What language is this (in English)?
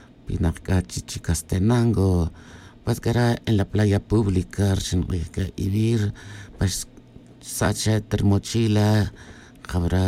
Tz'utujil